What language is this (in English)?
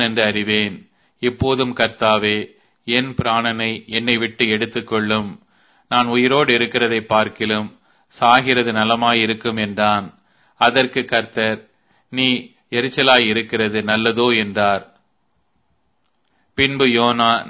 Tamil